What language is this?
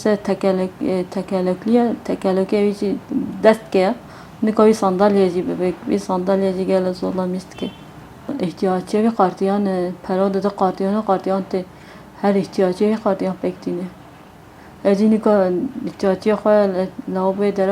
Kurdish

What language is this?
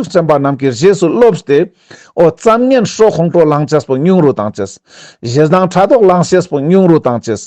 Ladakhi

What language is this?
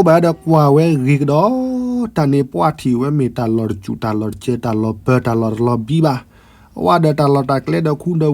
S'gaw Karen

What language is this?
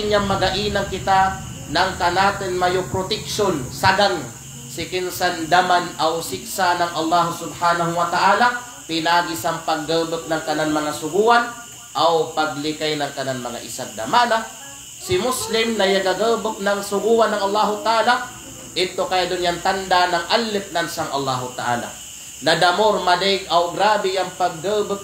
Kalagan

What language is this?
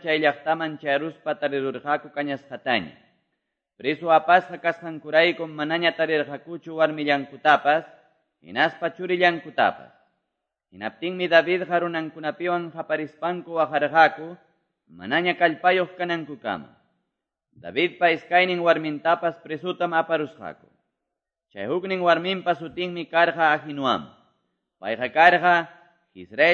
Quechua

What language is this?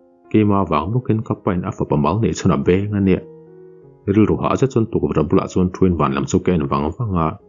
Mizo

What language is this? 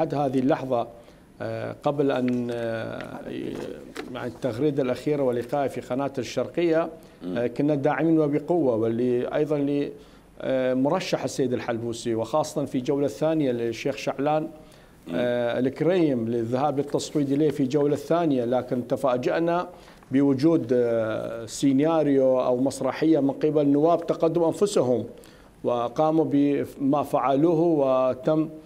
Mesopotamian Arabic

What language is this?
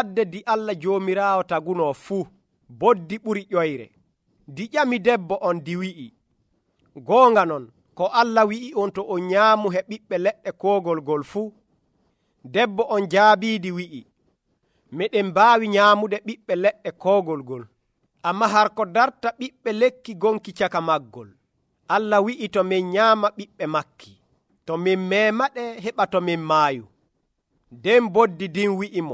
Nigerian Fulfulde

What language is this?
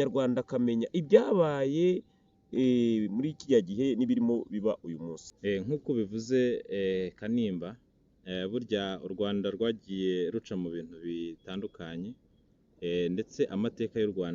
Kinyarwanda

